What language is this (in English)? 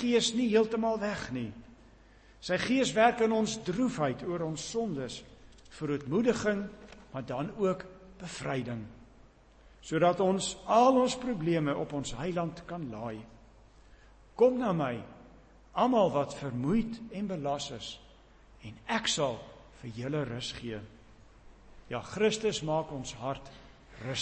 Afrikaans